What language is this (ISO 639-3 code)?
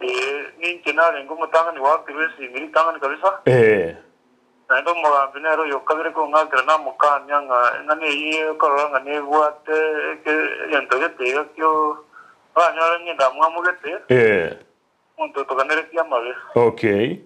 guz